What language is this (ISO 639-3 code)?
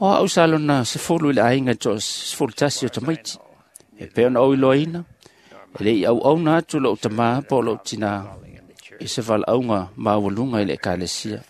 smo